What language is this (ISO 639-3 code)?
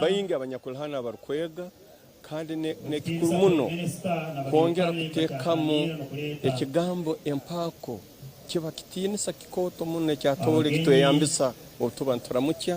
nyn